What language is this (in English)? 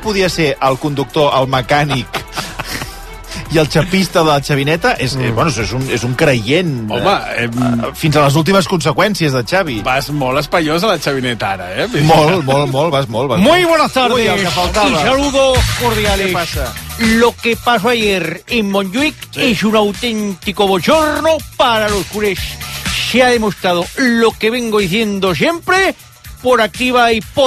Catalan